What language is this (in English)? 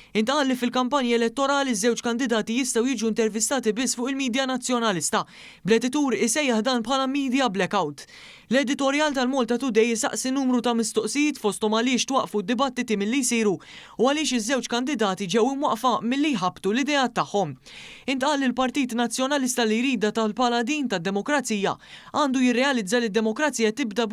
Maltese